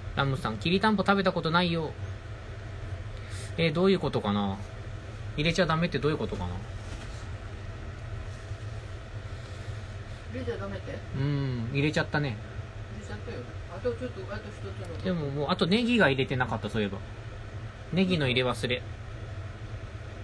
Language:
Japanese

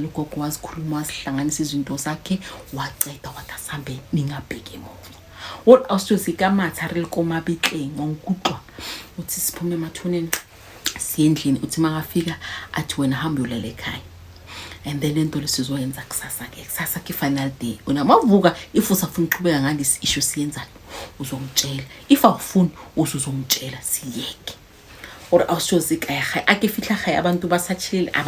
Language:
Zulu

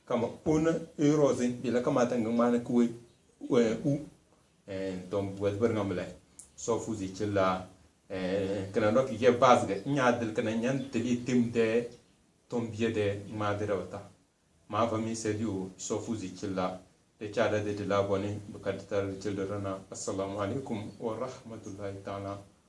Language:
Tem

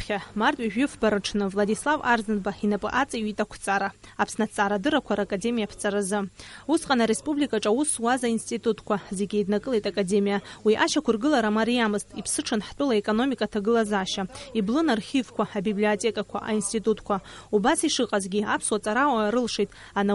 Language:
Abkhazian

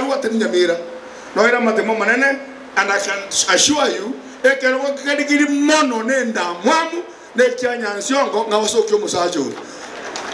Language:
Gusii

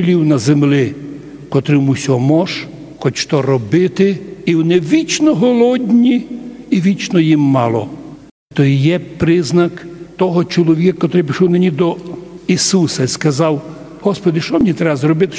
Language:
Rusyn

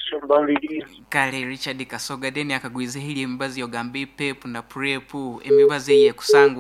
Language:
Nyoro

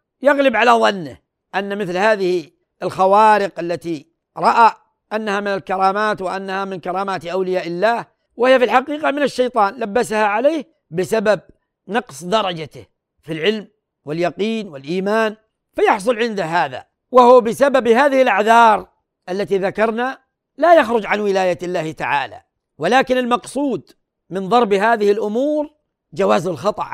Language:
Arabic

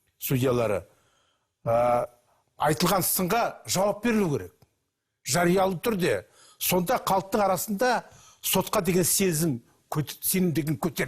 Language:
Kazakh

